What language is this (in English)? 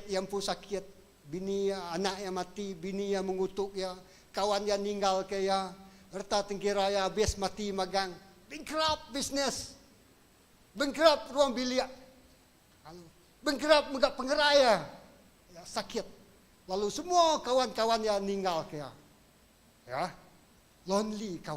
Iban